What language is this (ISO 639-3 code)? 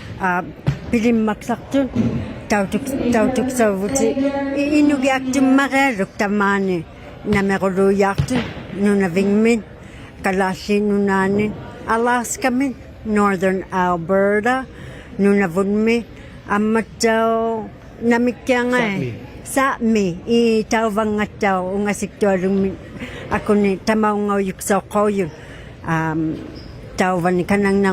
iku